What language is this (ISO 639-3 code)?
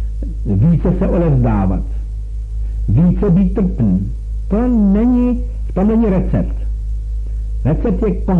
ces